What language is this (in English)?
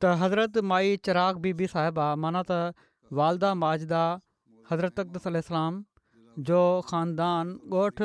Sindhi